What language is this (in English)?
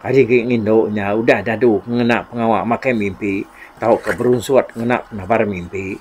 Iban